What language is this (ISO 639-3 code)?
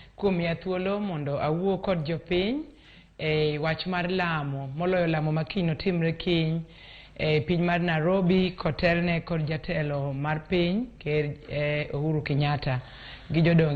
luo